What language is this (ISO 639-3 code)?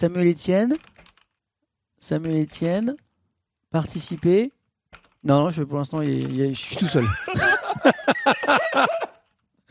fra